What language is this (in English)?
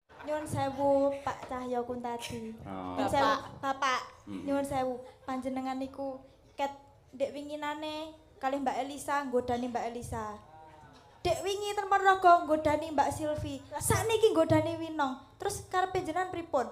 Javanese